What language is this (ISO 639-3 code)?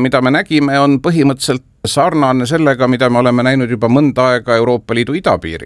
est